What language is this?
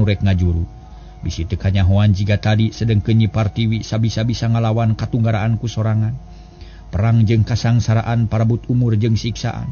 Sundanese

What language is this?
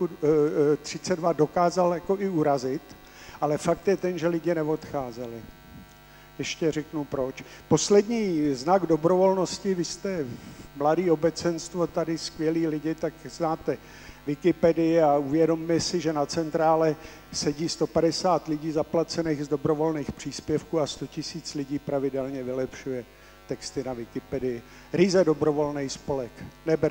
Czech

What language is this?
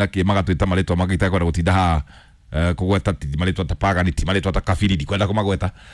Kikuyu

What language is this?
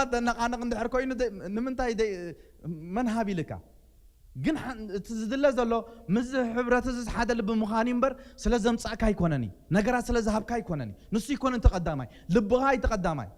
Tigrinya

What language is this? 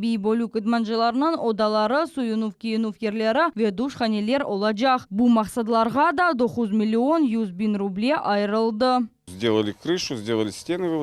Crimean Tatar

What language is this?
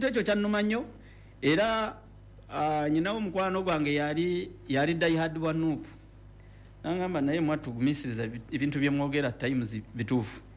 Ganda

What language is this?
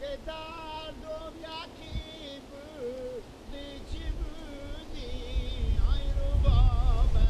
Persian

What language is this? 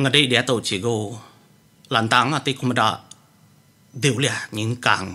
Iban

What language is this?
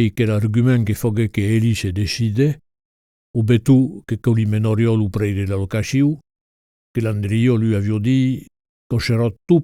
Occitan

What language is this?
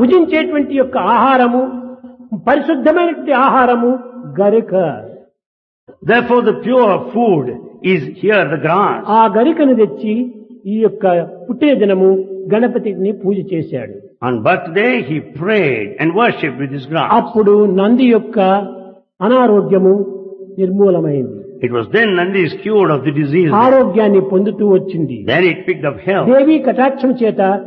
Telugu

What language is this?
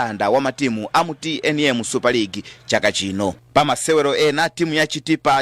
Nyanja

